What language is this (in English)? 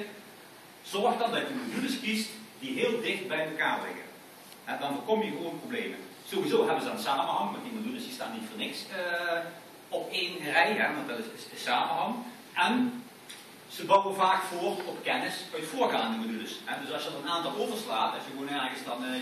Dutch